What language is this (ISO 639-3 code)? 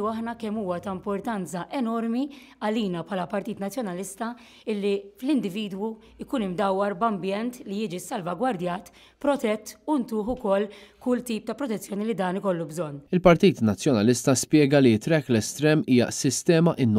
mlt